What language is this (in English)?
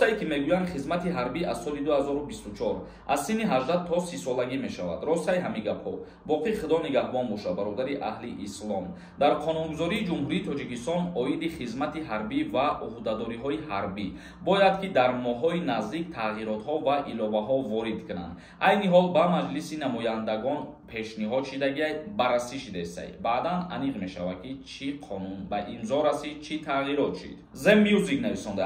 Tajik